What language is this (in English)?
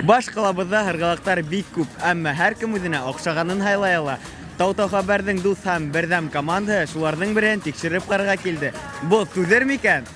Bashkir